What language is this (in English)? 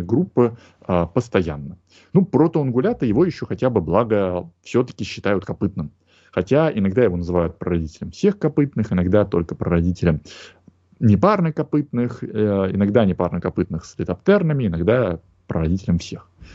Russian